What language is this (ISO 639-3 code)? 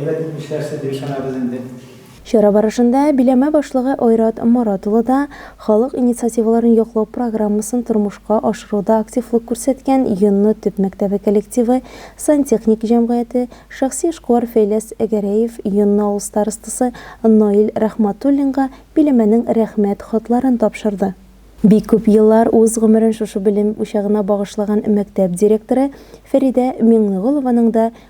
tat